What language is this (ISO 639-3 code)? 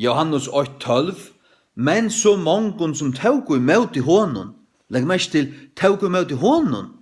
fao